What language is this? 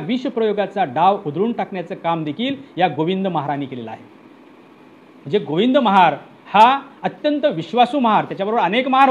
Marathi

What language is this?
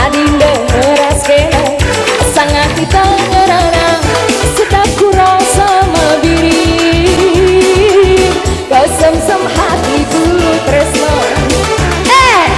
Batak Karo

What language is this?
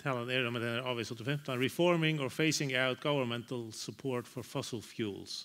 Faroese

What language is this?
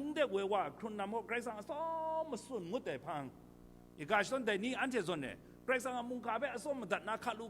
Kachin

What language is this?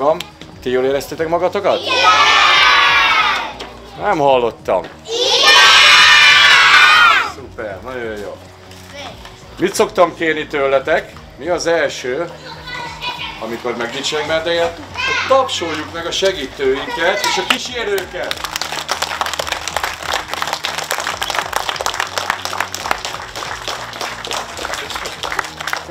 Hungarian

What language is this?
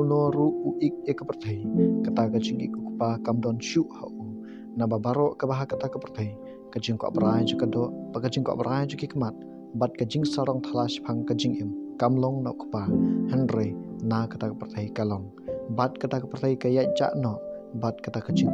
Khasi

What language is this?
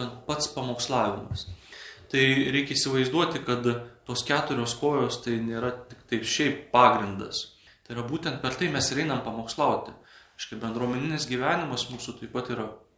Lithuanian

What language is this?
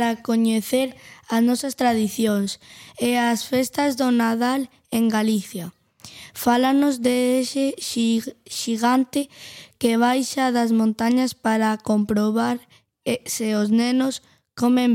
Galician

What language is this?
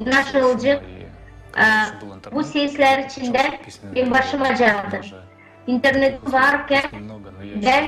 Gagauz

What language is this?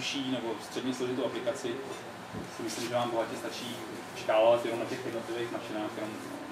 Czech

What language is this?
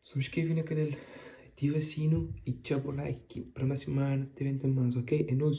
Kabuverdianu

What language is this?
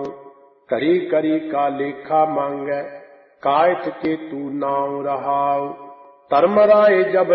Punjabi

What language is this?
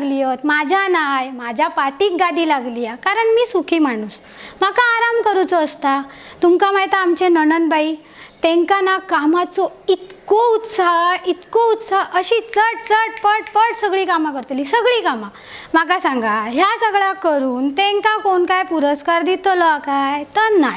Konkani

